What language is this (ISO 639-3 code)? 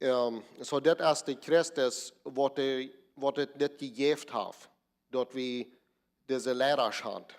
pdt